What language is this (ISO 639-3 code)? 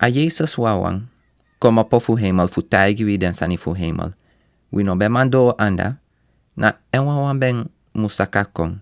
srn